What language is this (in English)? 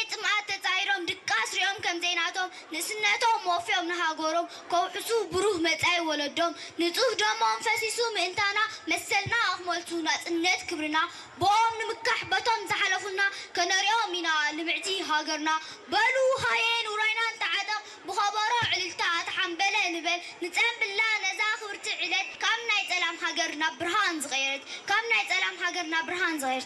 Tigrinya